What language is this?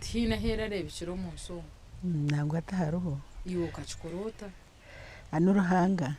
Nyankole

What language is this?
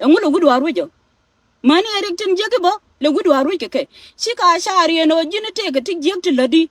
Nuer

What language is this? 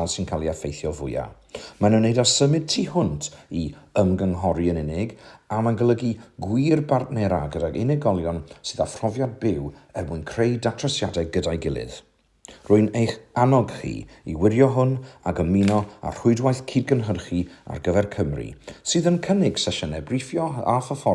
Welsh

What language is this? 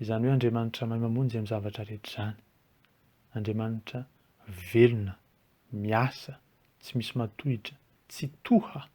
Malagasy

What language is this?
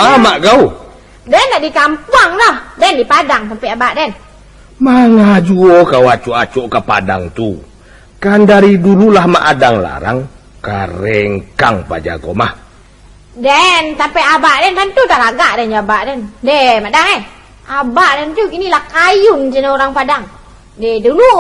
Minangkabau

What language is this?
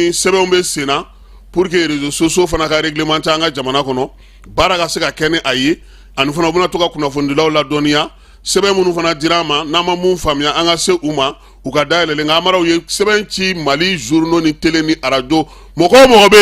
Bambara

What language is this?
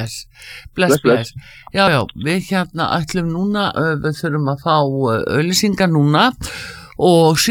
Icelandic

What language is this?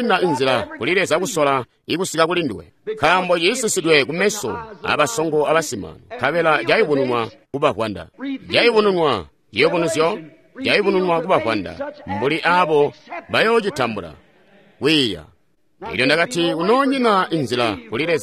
Tonga (Zambia)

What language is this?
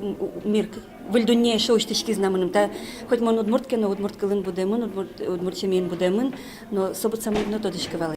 Udmurt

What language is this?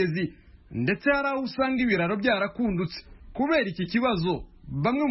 Kinyarwanda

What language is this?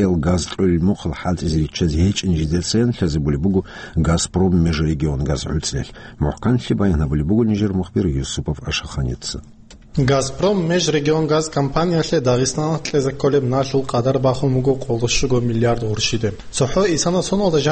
Avaric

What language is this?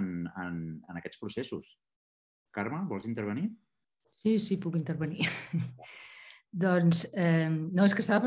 Catalan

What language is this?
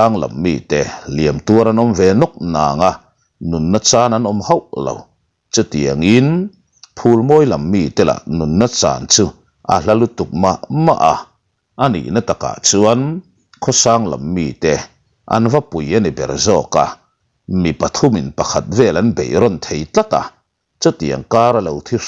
Mizo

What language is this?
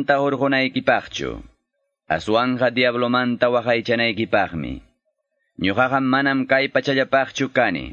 Quechua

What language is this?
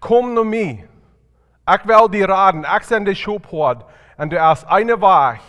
Plautdietsch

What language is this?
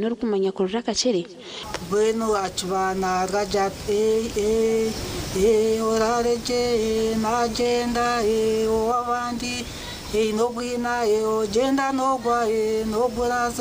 Nyankole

